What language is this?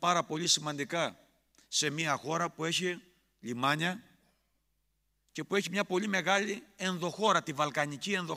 Greek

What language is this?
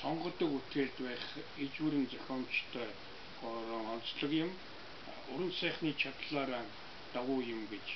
Mongolian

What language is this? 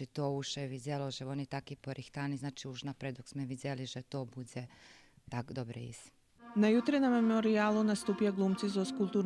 Rusyn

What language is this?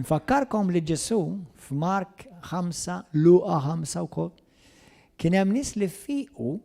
Maltese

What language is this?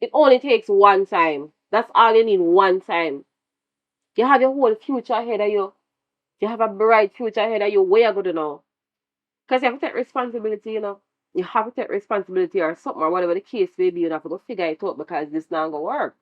Jamaican Creole English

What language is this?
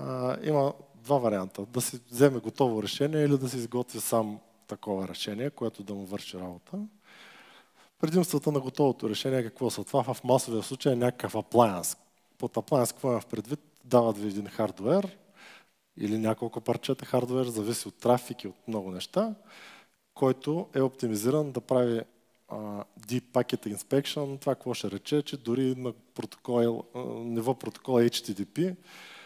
Bulgarian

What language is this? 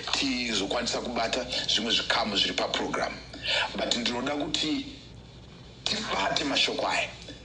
Shona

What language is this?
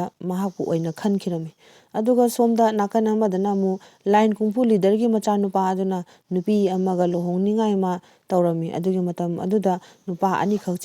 Manipuri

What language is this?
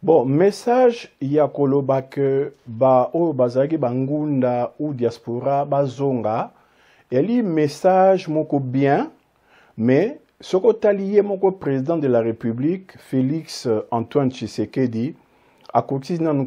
Lingala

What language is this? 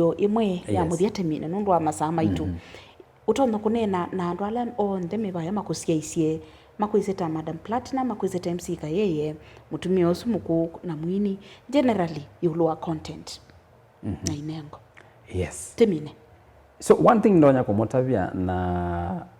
Kamba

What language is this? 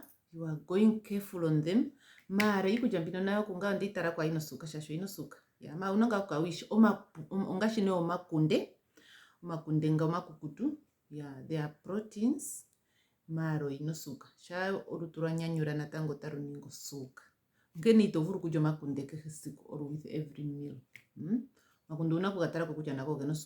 Ndonga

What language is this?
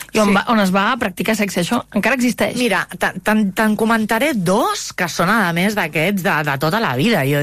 Catalan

